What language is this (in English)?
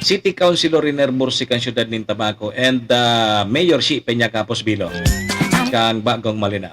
Bikol